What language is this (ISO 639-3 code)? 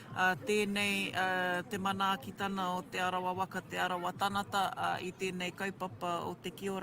mri